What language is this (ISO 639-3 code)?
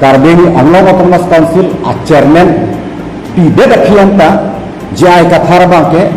mjw